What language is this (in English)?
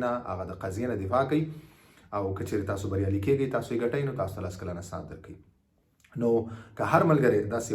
Pashto